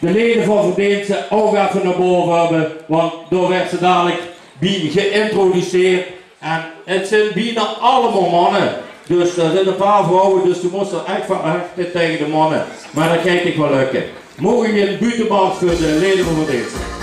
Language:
Limburgish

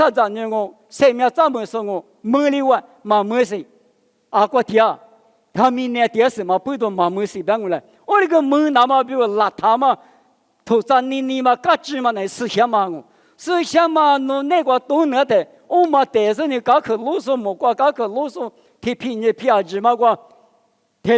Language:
Lisu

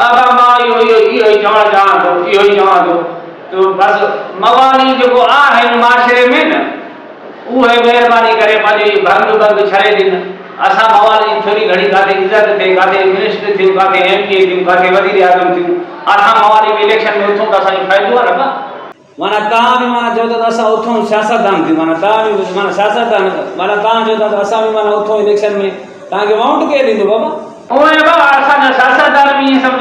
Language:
Sindhi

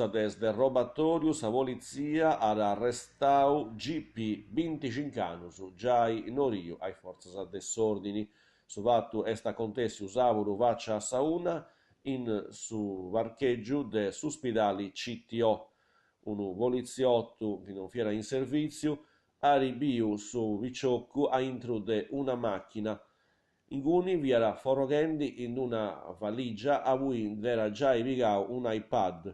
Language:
Sardinian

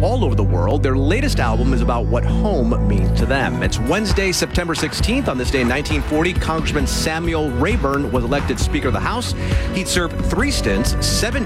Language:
English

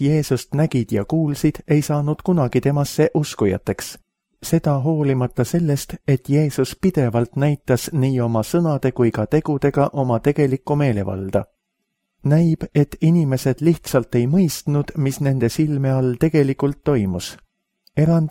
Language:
Estonian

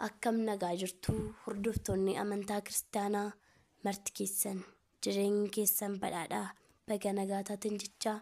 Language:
Oromo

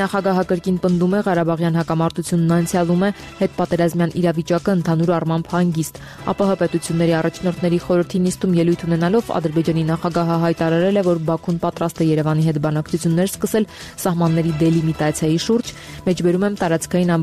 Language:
Armenian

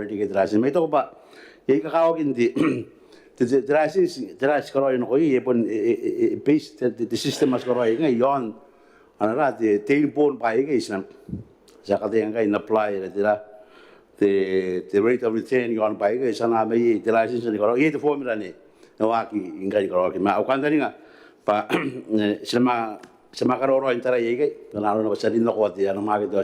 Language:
Gilbertese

